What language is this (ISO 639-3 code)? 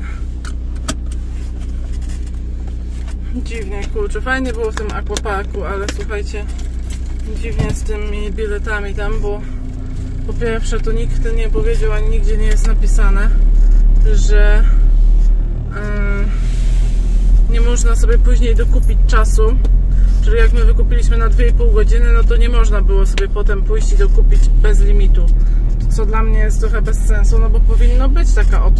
pol